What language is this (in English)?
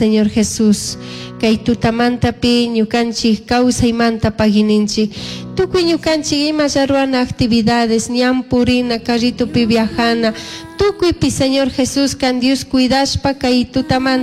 Chimborazo Highland Quichua